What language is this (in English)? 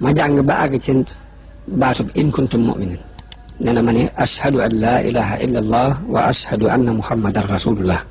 Wolof